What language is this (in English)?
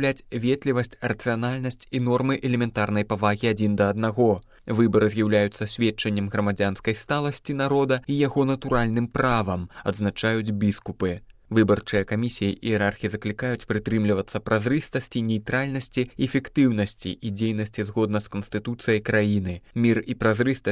Belarusian